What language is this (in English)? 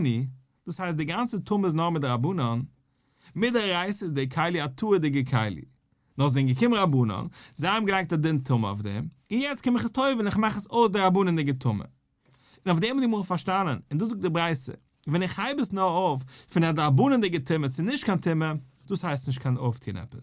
Yiddish